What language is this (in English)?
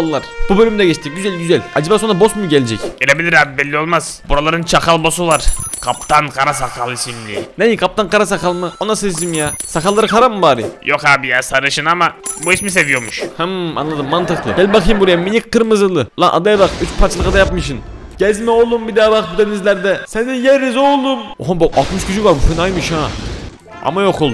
Turkish